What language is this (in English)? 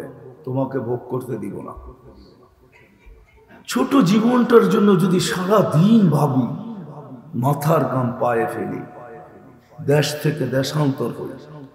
Bangla